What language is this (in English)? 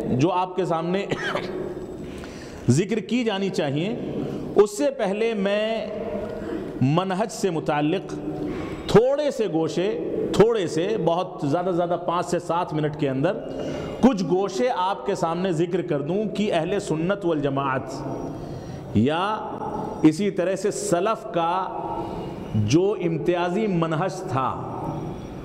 Urdu